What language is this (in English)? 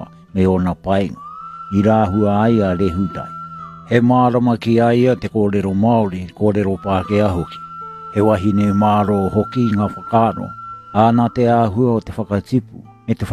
Māori